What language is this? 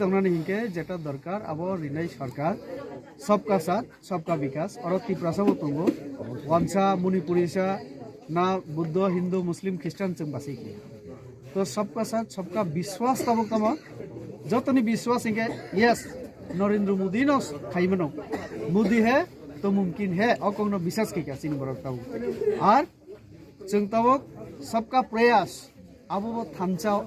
Kok Borok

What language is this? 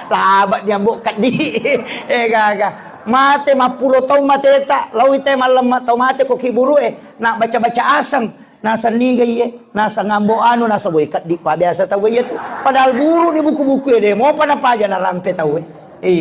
Buginese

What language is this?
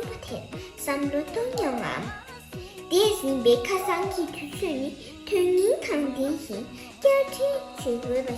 Tibetan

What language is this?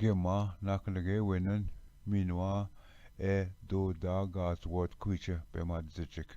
Ojibwa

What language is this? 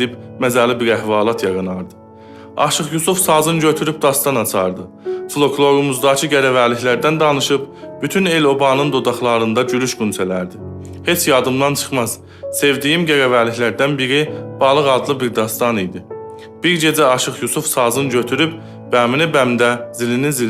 South Azerbaijani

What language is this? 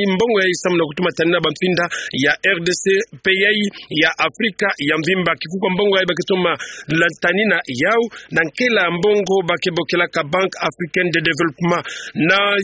Kituba (Democratic Republic of Congo)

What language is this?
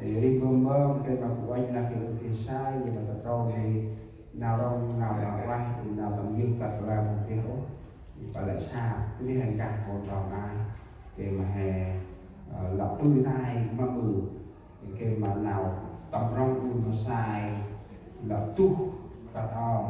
Central Mnong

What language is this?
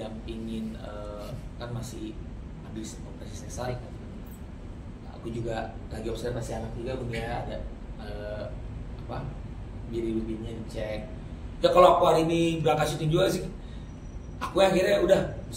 Indonesian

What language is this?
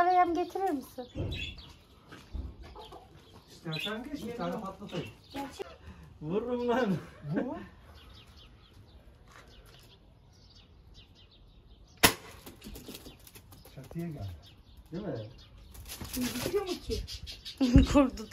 Turkish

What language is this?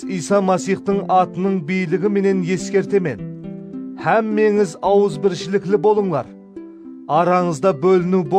Kara-Kalpak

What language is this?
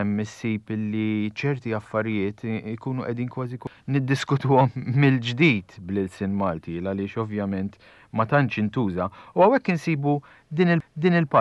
Maltese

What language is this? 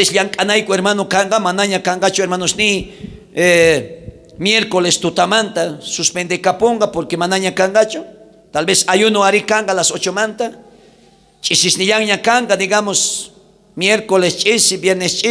South Bolivian Quechua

